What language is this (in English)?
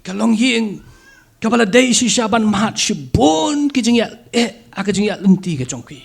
Khasi